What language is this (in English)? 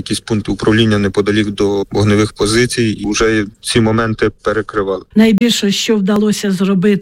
Ukrainian